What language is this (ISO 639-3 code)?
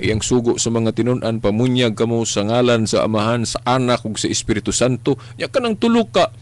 ceb